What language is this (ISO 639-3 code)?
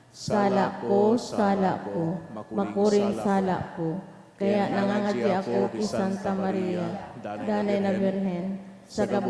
bik